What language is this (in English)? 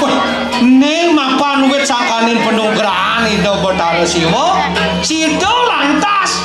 Balinese